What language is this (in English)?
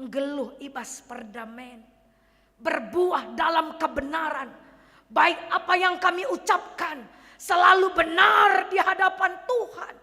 Batak Karo